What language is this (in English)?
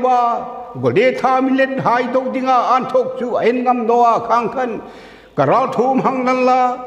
Hmar